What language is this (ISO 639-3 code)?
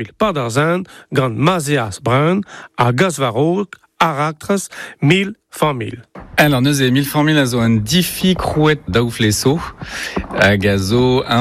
bre